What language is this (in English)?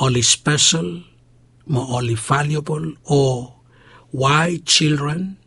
Bislama